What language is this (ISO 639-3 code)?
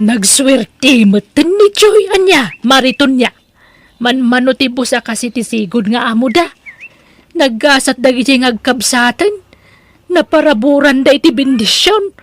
ilo